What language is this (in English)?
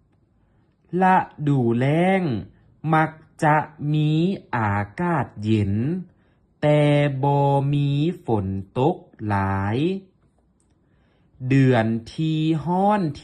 Lao